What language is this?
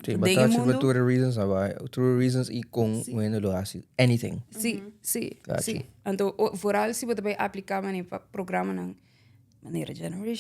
Papiamento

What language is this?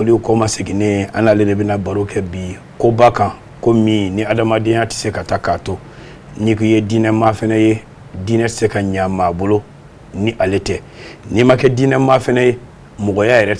Bambara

